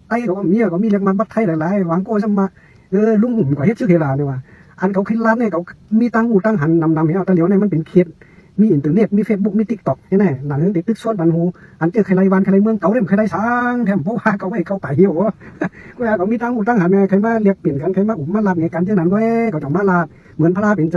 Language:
Shan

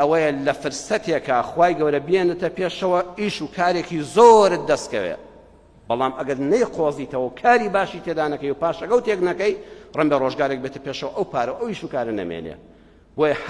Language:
Central Kurdish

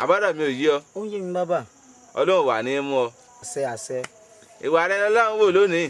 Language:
Yoruba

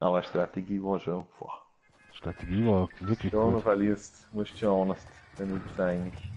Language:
Bavarian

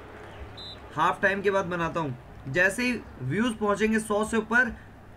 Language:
Hindi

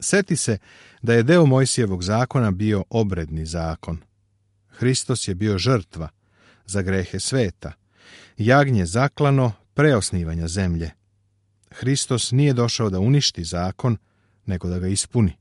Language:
Serbian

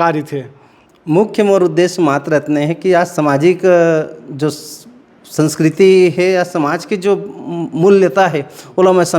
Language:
Chhattisgarhi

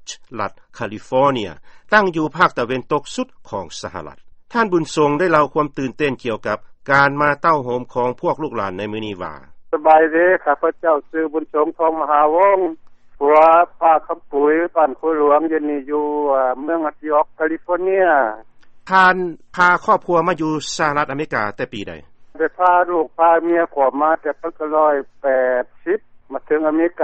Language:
Lao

